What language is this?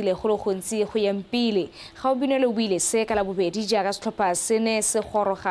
Tswana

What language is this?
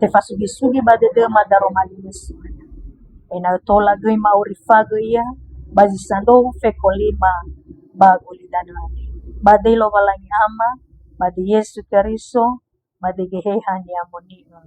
Nias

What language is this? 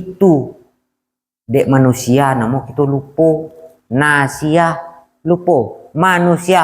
Minangkabau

